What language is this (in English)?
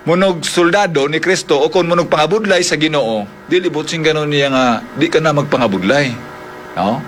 Hiligaynon